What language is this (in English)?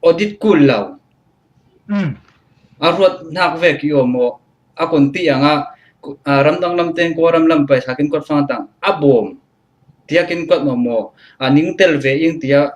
Falam Chin